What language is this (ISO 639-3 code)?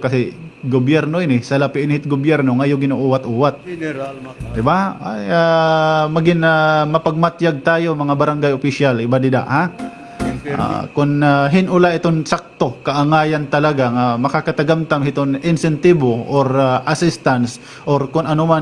war